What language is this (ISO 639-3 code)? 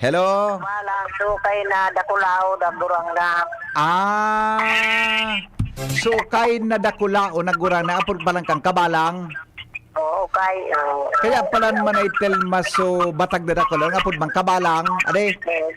bik